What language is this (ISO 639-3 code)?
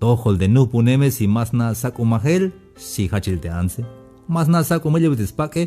tzh